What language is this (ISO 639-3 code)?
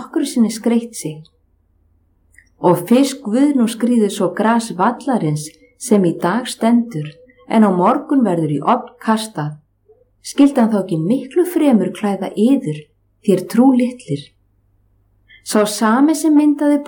isl